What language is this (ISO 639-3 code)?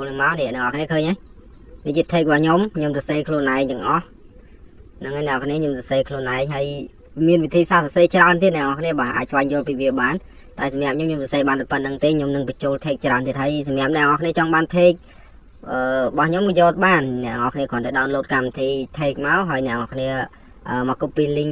khm